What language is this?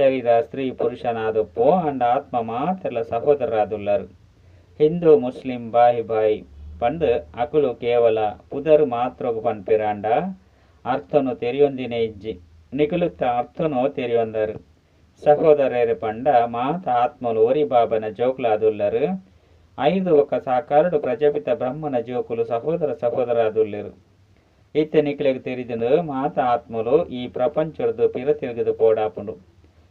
Tulu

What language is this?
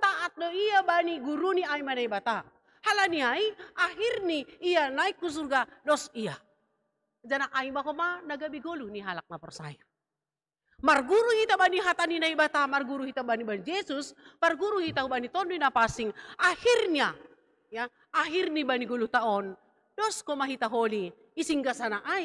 Batak Simalungun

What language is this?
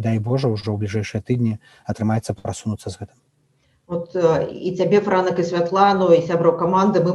Belarusian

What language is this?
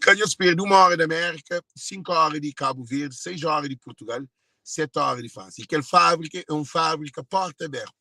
Kabuverdianu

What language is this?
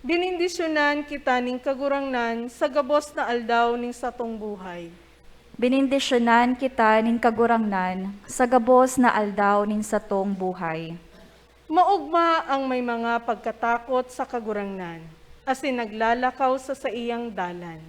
Bikol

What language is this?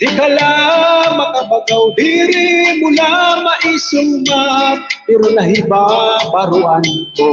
Waray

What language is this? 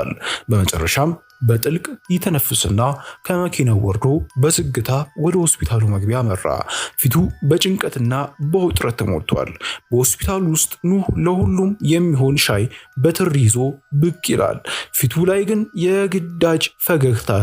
Amharic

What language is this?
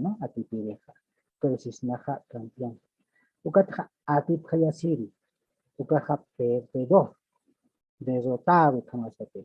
Aymara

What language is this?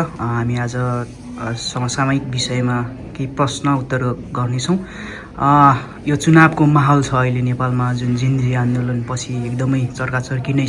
Nepali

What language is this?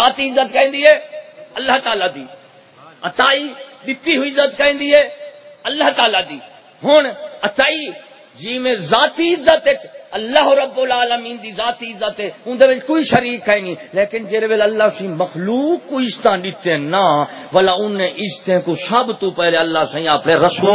Saraiki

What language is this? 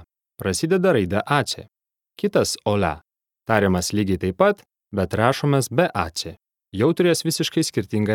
Lithuanian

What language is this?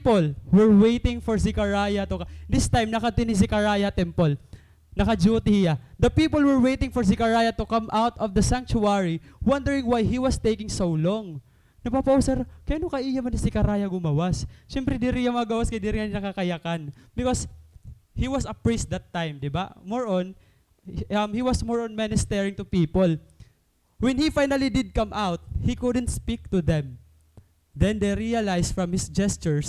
Waray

